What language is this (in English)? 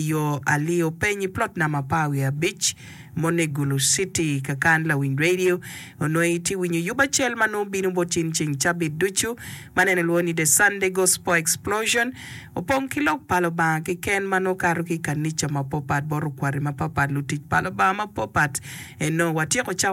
Acoli